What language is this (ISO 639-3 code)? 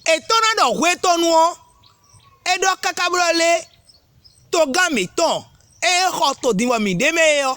fon